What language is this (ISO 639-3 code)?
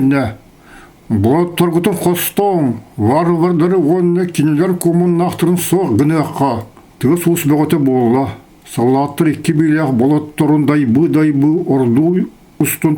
sah